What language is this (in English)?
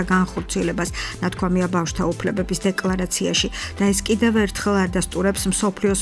Georgian